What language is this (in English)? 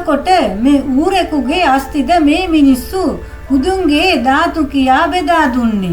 Sinhala